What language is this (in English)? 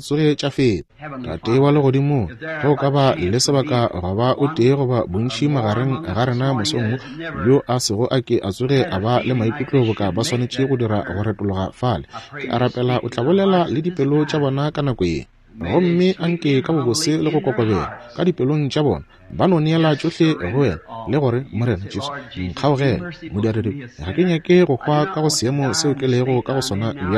Northern Sotho